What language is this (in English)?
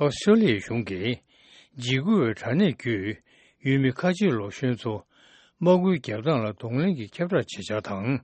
Tibetan